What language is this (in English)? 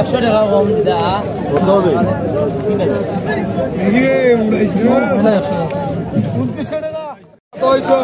Sylheti